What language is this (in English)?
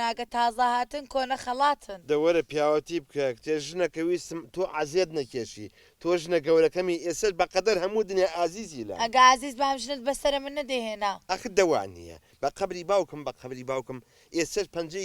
Central Kurdish